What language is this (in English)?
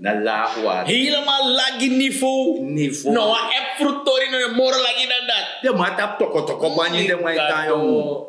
Sranan Tongo